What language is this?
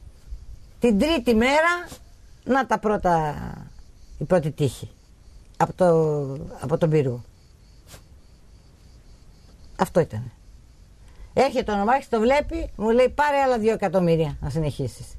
Greek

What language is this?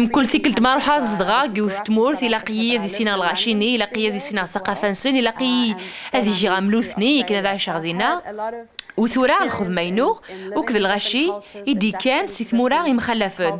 Kabyle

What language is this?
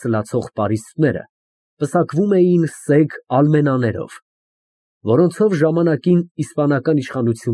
Armenian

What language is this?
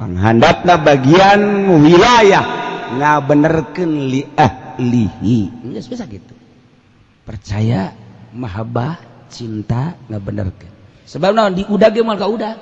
Sundanese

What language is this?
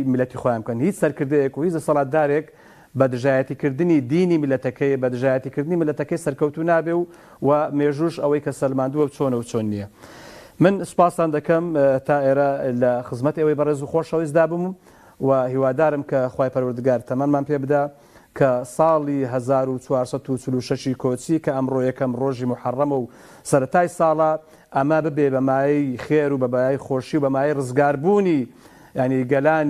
Central Kurdish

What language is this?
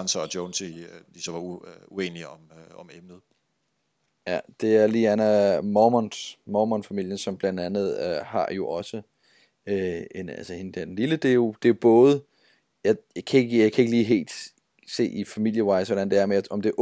Danish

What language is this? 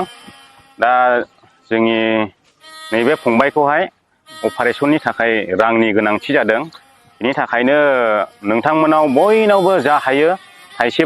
Bodo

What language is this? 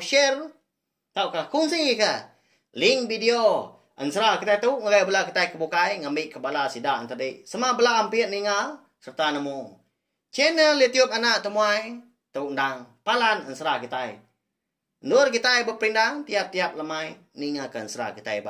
Iban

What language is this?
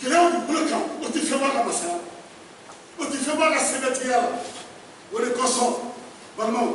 Bambara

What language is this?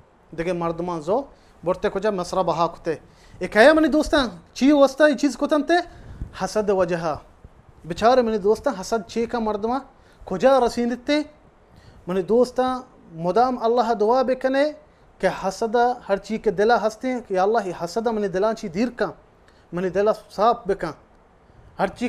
Baluchi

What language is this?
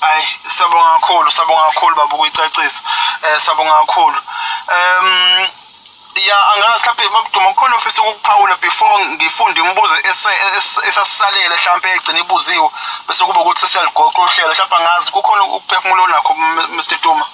Zulu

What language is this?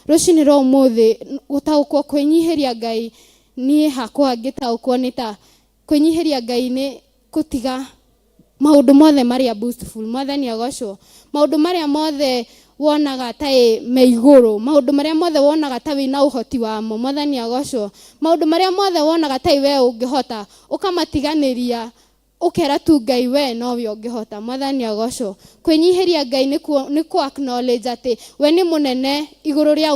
Kikuyu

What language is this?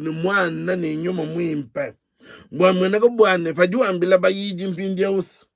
Luba-Lulua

